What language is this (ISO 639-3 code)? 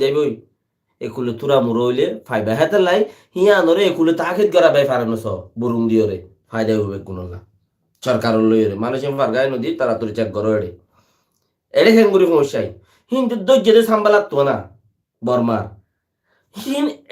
rhg